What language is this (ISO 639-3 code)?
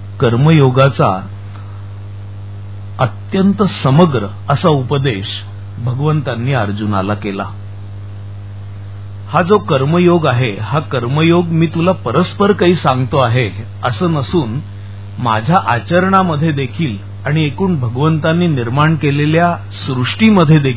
mar